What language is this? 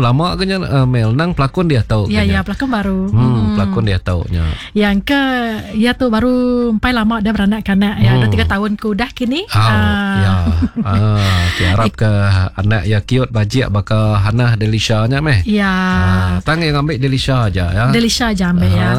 Iban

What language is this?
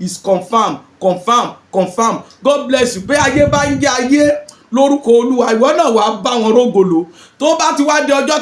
Yoruba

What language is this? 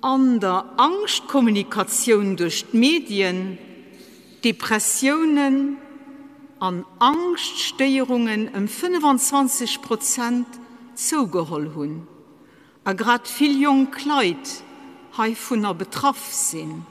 Luxembourgish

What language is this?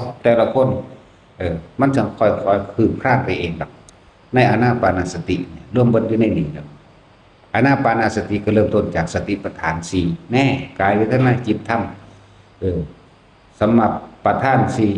Northeastern Thai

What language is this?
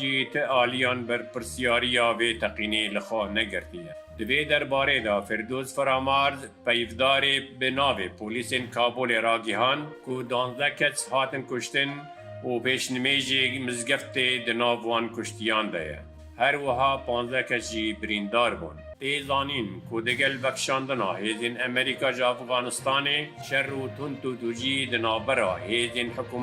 Kurdish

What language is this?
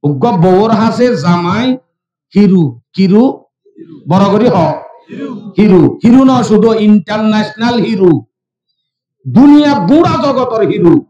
Rohingya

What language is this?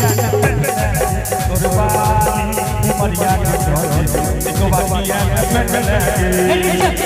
Bhojpuri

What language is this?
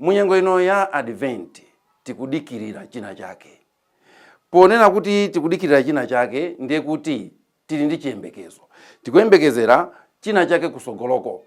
Nyanja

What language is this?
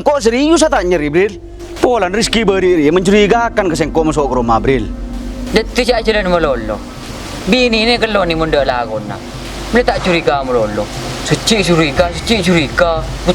Madurese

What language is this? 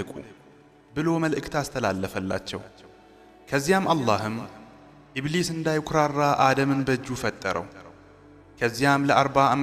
Amharic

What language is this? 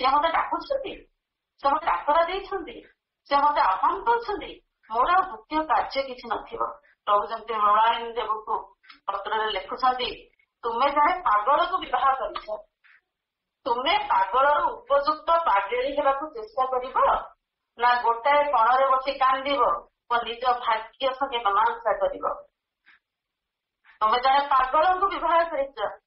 Odia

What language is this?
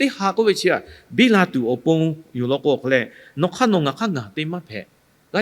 Lahu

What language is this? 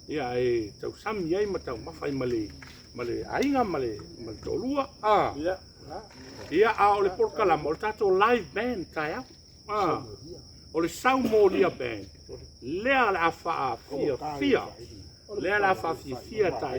Samoan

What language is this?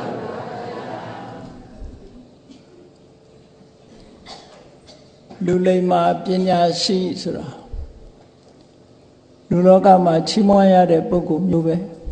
Burmese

